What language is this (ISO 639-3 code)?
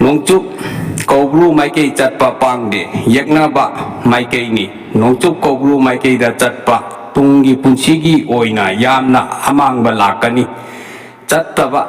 mni